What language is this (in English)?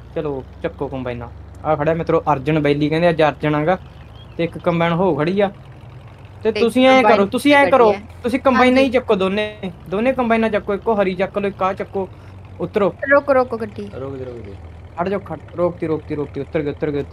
Punjabi